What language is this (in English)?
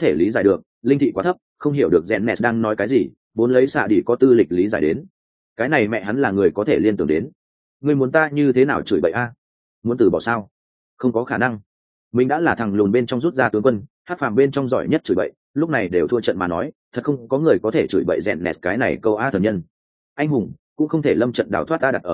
Vietnamese